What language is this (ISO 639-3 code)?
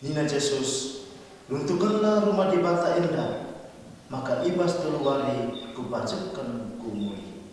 btx